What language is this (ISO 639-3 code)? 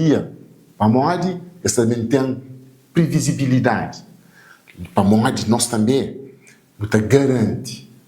kea